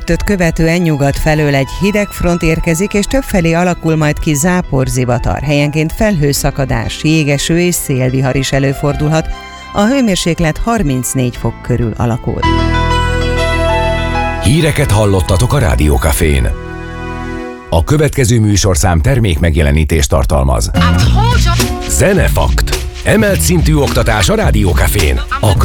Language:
Hungarian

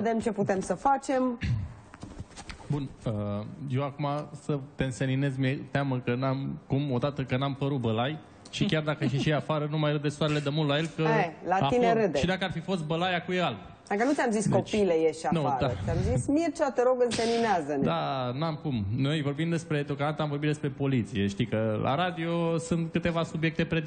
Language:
Romanian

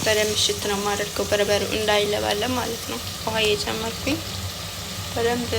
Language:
Amharic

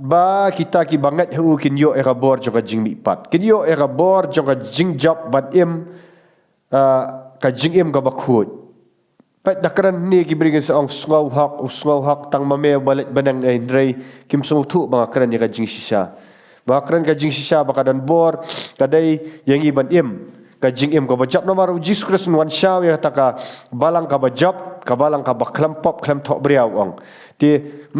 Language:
Khasi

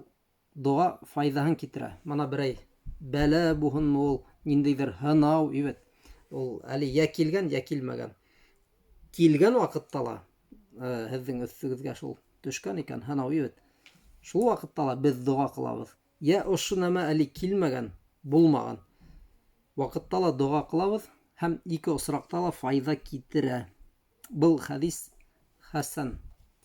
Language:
Bashkir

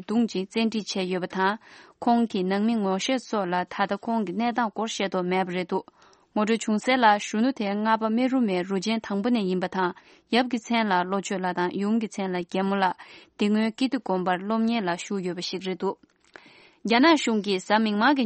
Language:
Tibetan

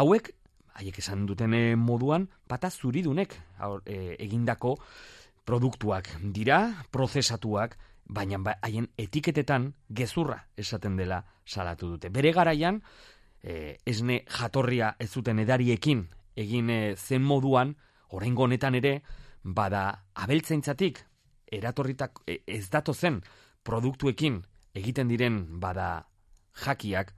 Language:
Basque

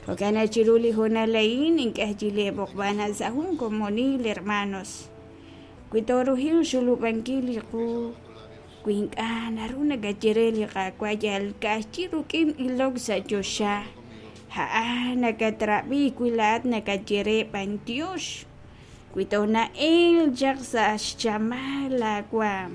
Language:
Kekchí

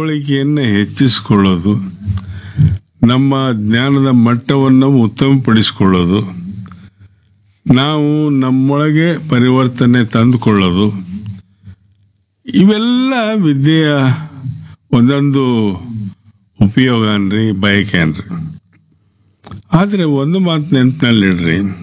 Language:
Kannada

